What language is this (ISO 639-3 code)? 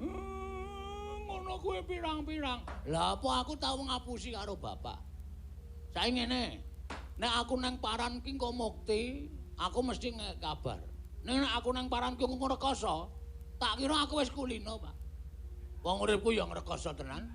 jav